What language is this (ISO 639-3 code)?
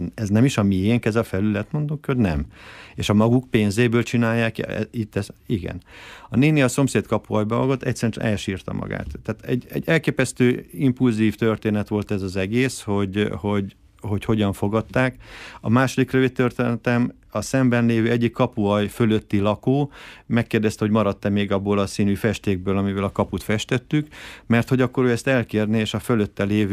hun